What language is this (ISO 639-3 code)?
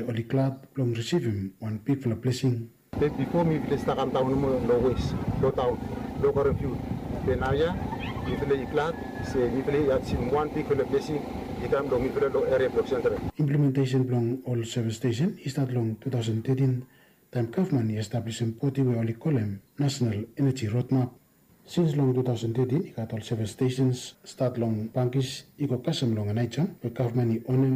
bis